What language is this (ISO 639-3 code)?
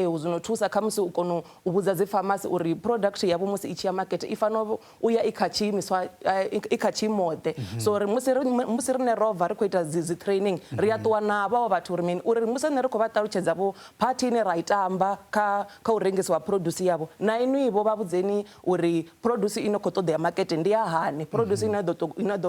ven